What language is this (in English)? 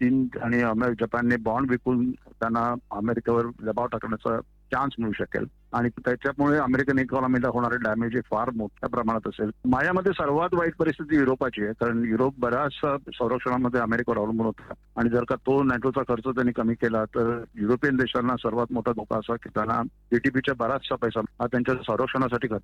Marathi